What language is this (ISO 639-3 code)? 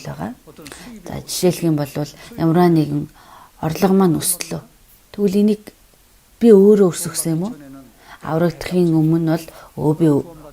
mon